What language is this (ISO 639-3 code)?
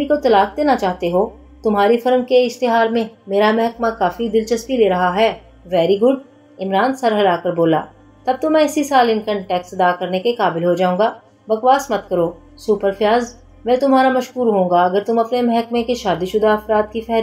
urd